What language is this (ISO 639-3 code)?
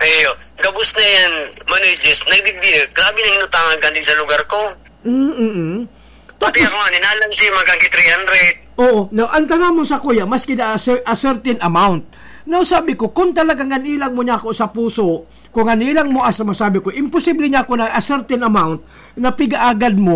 bik